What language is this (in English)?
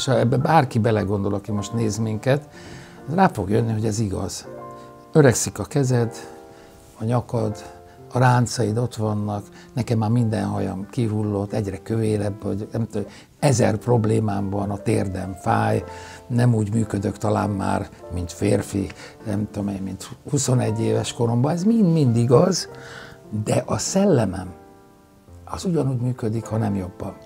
Hungarian